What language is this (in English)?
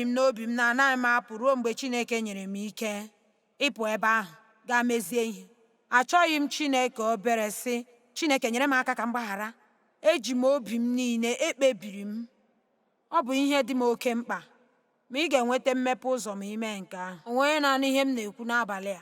Igbo